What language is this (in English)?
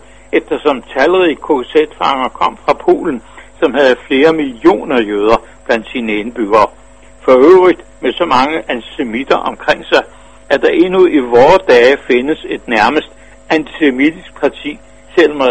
Danish